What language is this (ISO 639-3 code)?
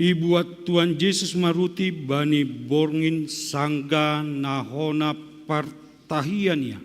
bts